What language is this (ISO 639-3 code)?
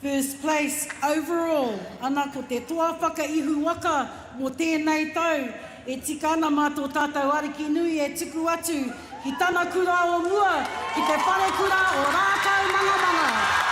mri